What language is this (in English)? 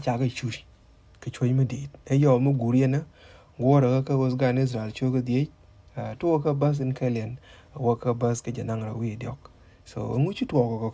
Nuer